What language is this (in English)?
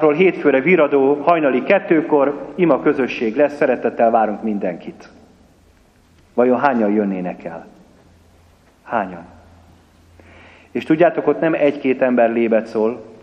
Hungarian